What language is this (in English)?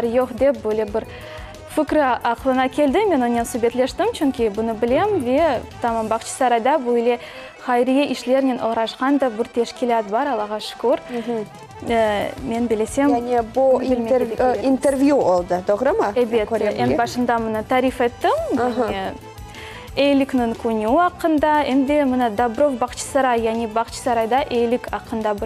Crimean Tatar